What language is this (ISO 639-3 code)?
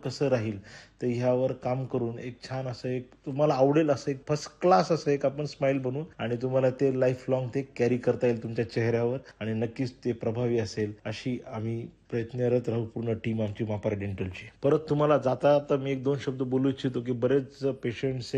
mar